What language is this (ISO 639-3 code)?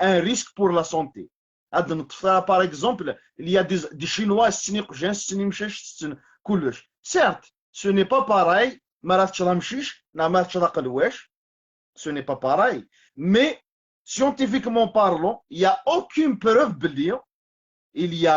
kab